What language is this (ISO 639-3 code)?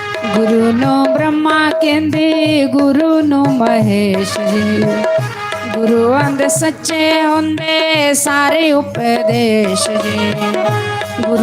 doi